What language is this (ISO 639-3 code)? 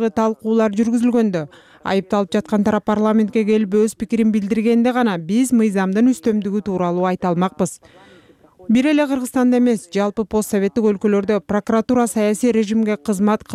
kir